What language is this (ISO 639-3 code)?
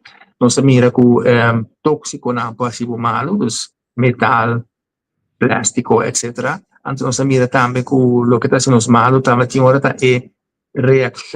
pap